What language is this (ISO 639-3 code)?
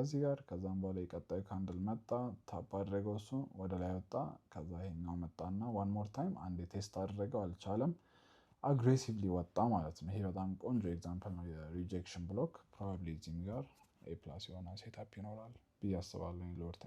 amh